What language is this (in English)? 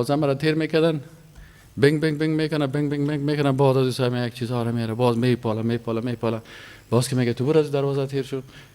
Persian